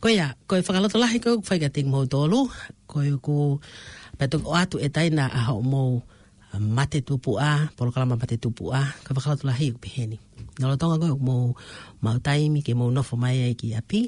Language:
Tongan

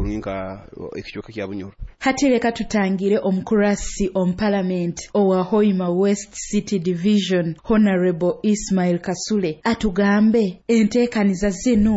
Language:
Nyoro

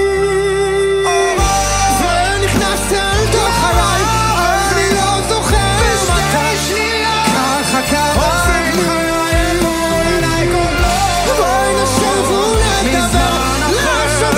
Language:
Hebrew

